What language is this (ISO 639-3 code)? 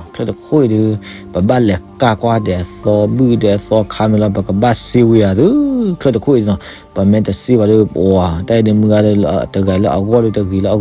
ksw